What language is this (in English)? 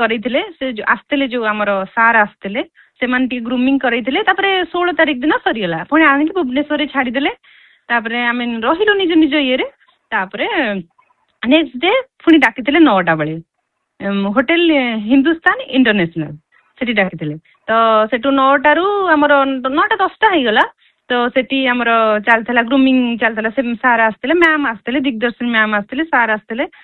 Odia